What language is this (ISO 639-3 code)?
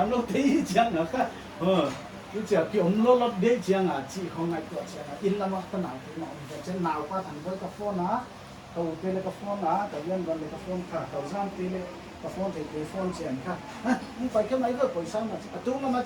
pck